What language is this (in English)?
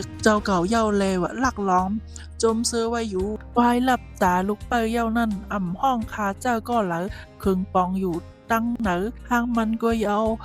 Shan